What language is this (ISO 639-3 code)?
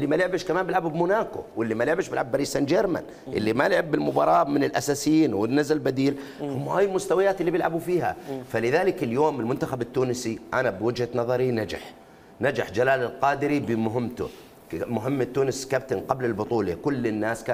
acm